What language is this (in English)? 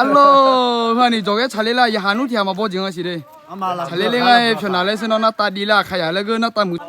Akha